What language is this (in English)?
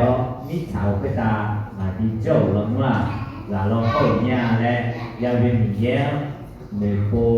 Akha